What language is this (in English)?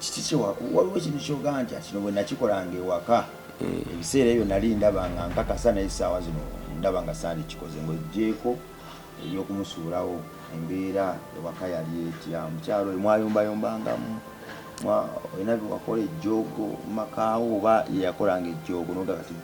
Ganda